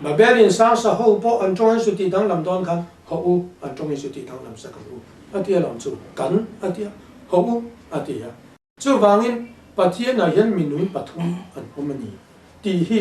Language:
Mizo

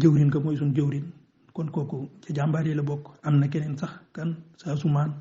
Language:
Wolof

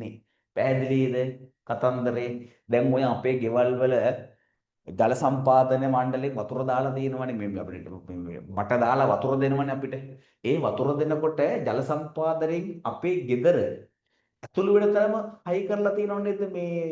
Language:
Sinhala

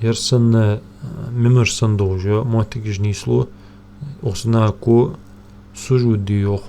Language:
Ingush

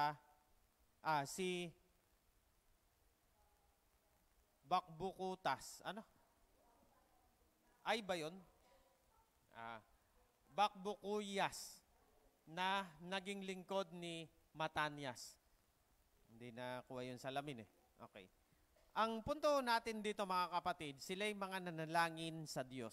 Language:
Filipino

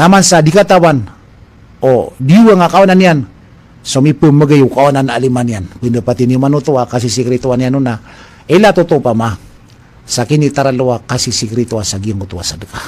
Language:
Maranao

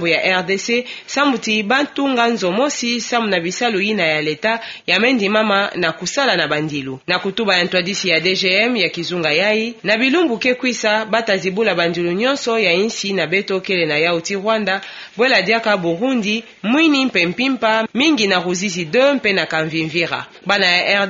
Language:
Kituba (Democratic Republic of Congo)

